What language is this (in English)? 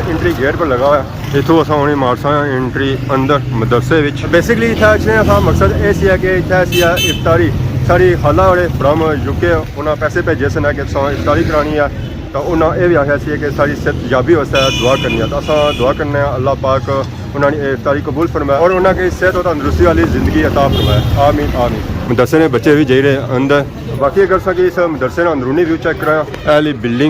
Pahari-Potwari